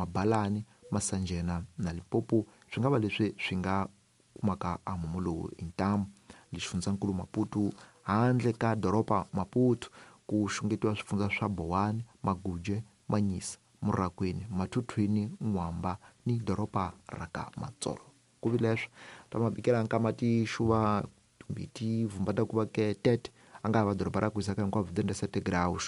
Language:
Tsonga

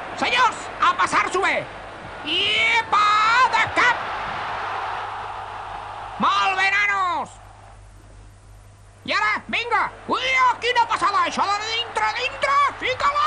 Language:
Catalan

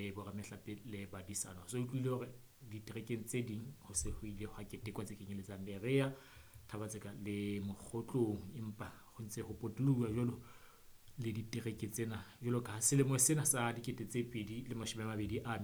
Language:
Southern Sotho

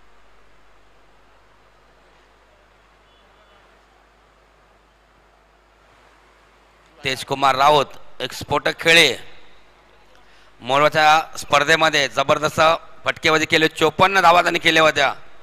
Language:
Marathi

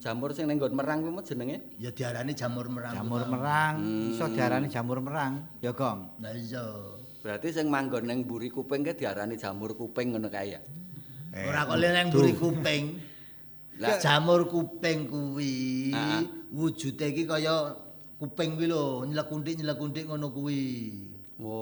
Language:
Javanese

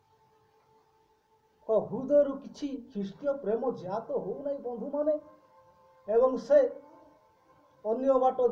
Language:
Odia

